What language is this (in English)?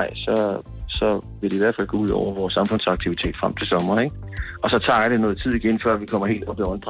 Danish